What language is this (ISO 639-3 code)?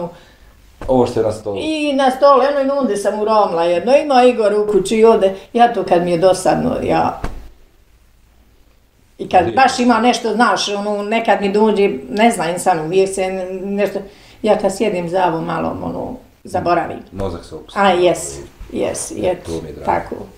bos